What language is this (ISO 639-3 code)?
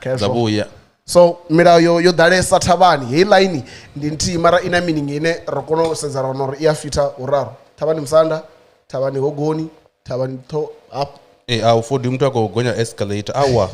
ven